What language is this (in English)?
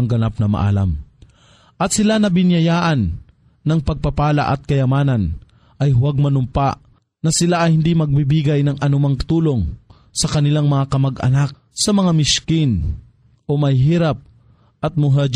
Filipino